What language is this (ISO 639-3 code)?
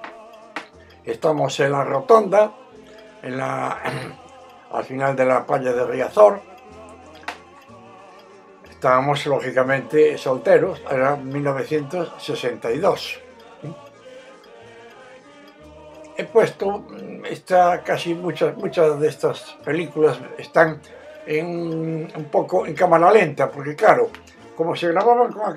spa